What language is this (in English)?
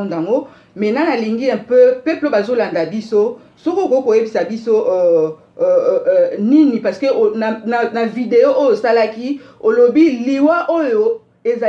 Lingala